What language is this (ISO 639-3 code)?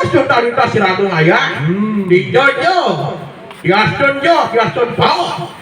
ban